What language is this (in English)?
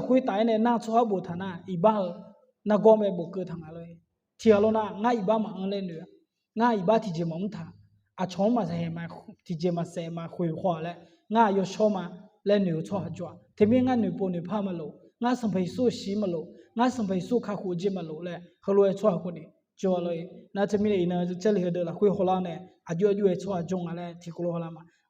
Akha